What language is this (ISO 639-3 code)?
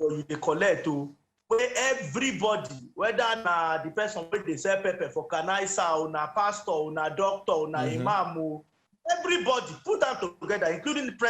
pcm